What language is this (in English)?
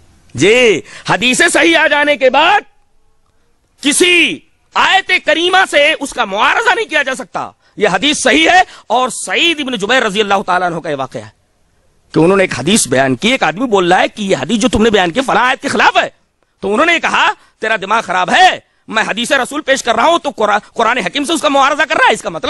Urdu